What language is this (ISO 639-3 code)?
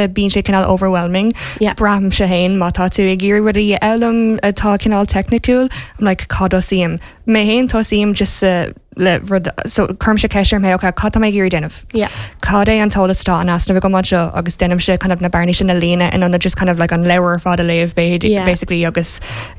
gle